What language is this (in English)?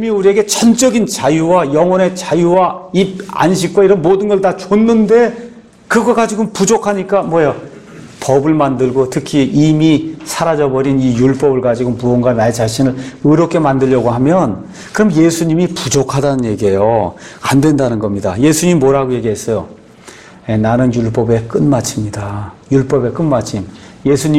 Korean